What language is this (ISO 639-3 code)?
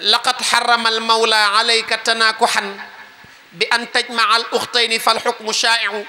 wol